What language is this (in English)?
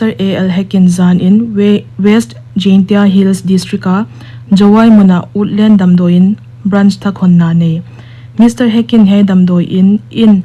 Paite Chin